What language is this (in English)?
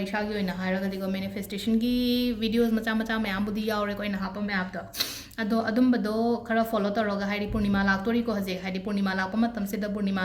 Manipuri